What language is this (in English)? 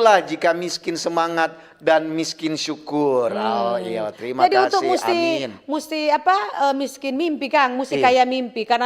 Manado Malay